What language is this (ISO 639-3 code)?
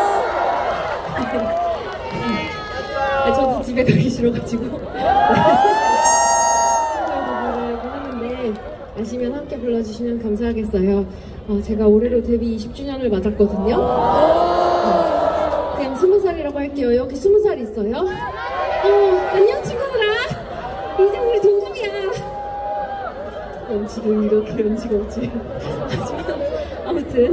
kor